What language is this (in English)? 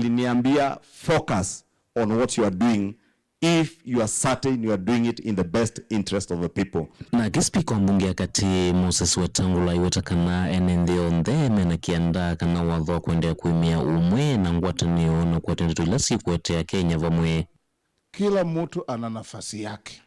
Kamba